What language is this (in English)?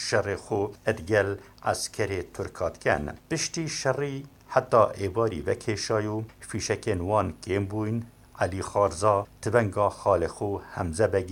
Kurdish